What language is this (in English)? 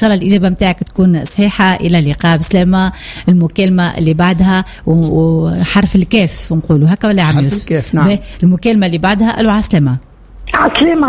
Tunisian Arabic